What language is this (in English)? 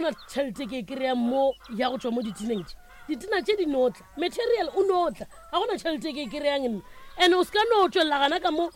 Northern Sotho